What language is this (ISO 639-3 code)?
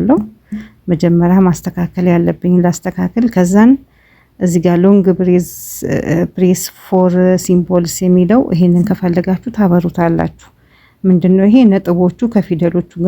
amh